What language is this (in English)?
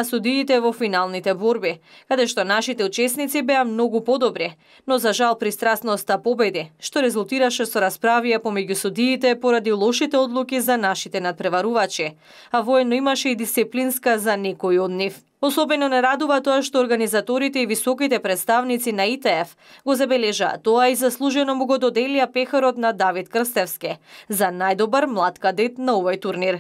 Macedonian